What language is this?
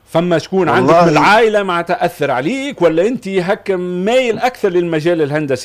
Tunisian Arabic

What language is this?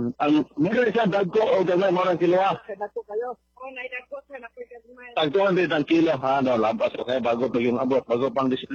Cebuano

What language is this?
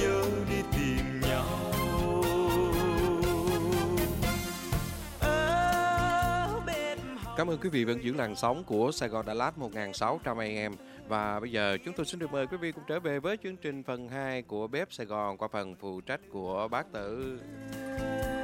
Vietnamese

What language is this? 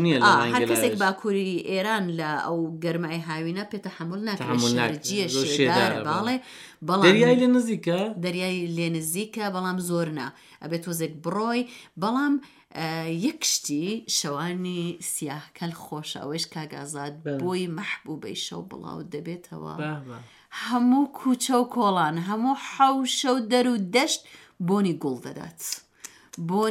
Central Kurdish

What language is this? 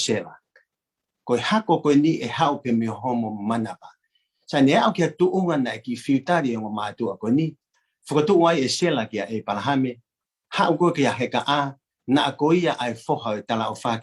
Tongan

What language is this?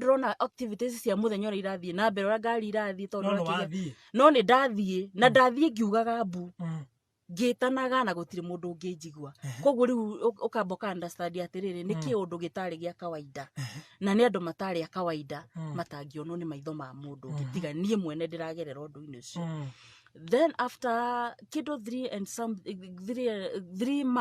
Kikuyu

